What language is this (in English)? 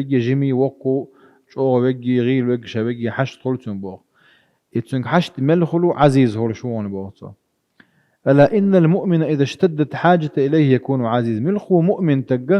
Chechen